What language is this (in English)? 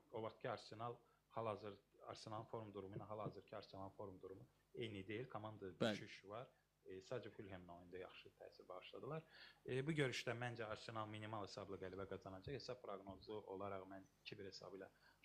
Azerbaijani